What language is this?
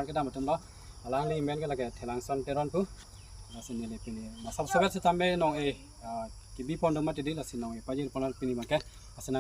Karbi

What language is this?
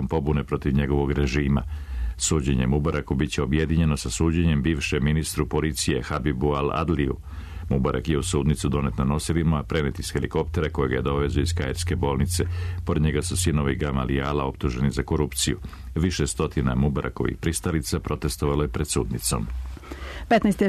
Serbian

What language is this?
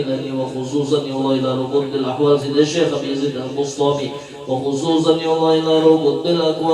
Banjar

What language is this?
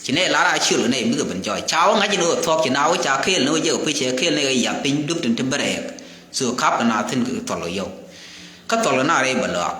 Nuer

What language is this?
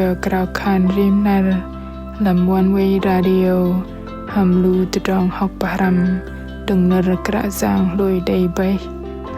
Bahnar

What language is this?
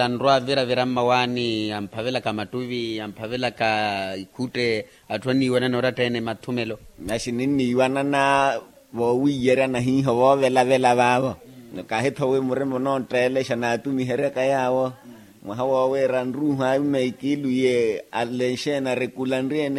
Makhuwa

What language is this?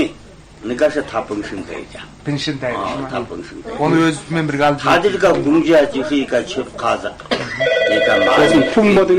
Kazakh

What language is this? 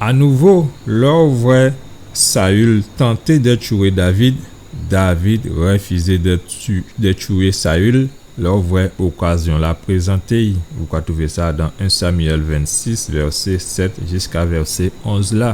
Guadeloupean Creole French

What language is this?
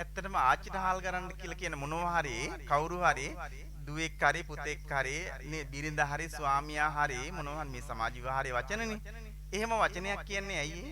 Sinhala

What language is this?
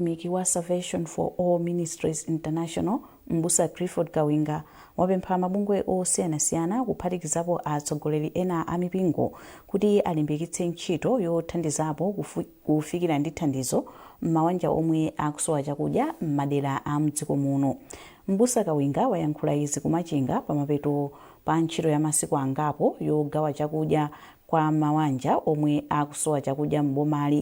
Nyanja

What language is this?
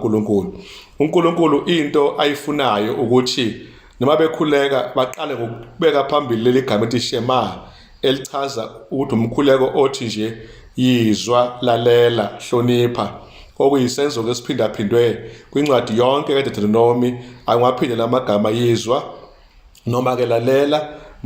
Zulu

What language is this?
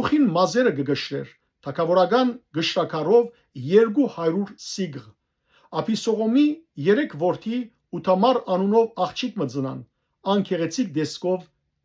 Western Armenian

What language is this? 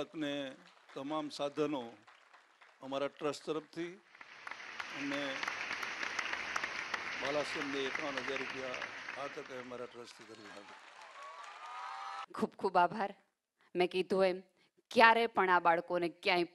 Gujarati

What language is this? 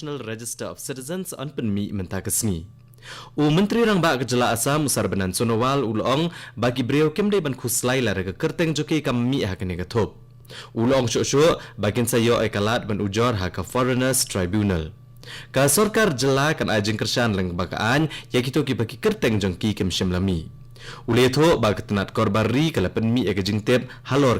Khasi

